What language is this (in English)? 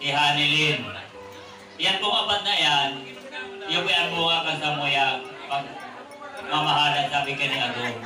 Bikol